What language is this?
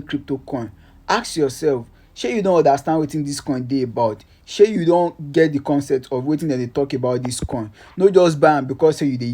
Nigerian Pidgin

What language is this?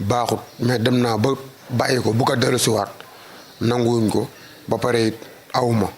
Wolof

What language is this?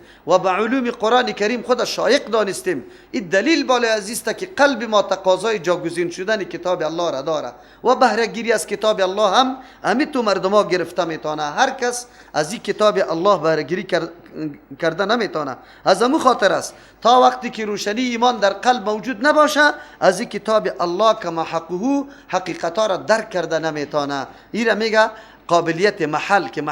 Persian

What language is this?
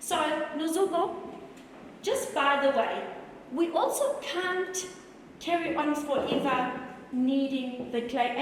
Zulu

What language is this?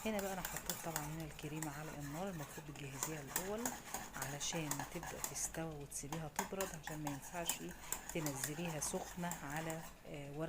Egyptian Arabic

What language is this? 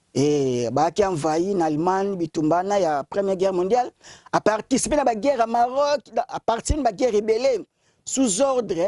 Lingala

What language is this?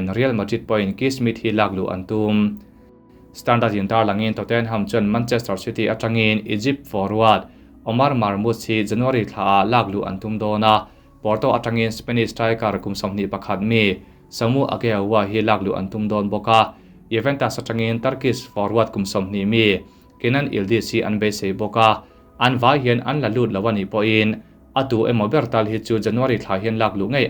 Mizo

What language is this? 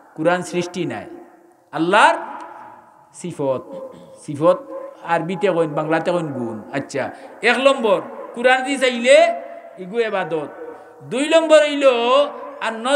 Sylheti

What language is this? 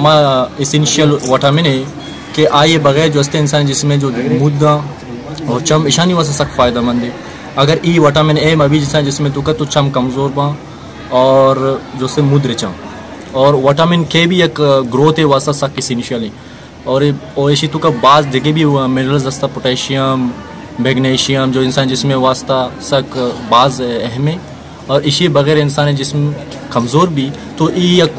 Baluchi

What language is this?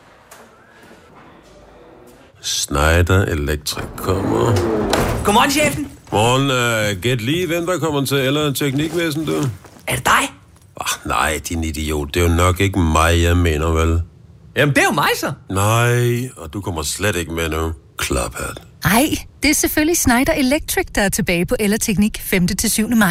Danish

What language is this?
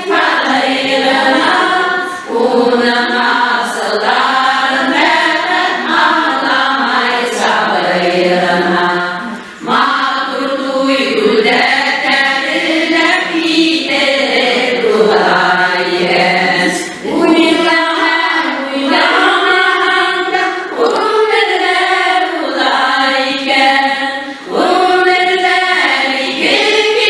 Bashkir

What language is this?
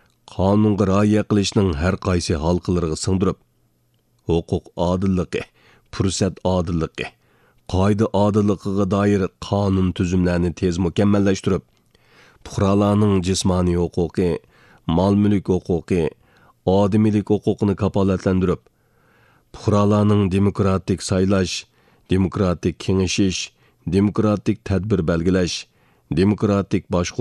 Uyghur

